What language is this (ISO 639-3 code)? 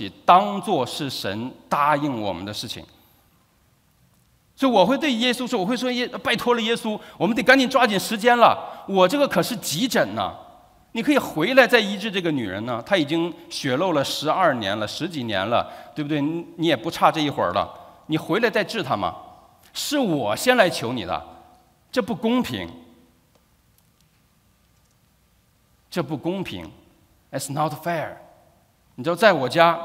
zho